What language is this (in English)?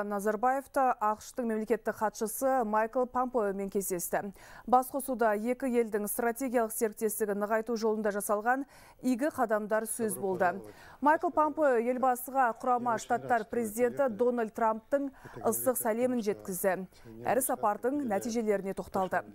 Kazakh